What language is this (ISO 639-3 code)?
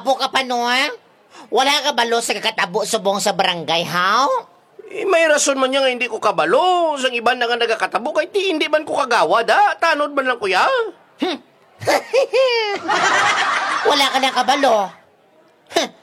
hil